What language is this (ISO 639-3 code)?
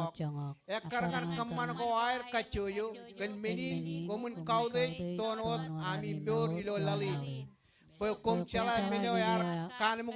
mah